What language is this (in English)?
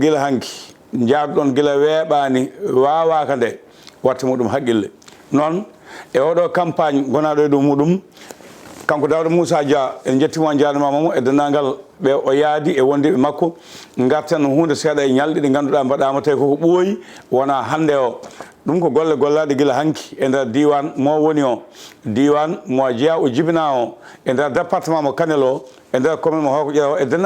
Fula